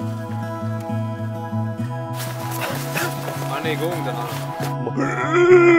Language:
Swedish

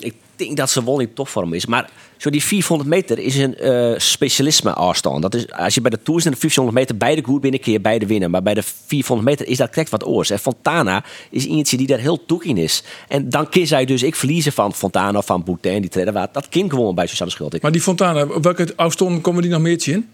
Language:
Western Frisian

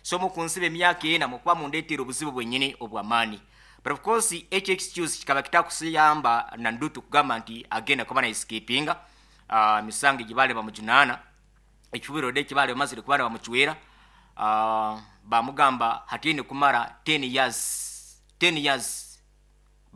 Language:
Nyoro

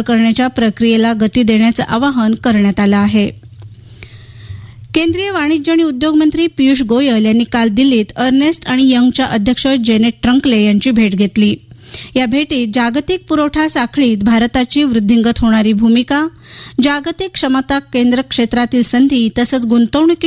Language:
Marathi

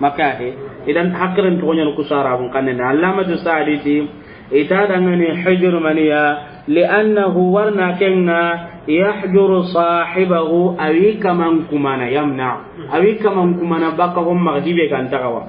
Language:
Soninke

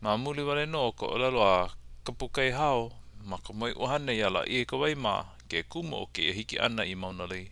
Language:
Hawaiian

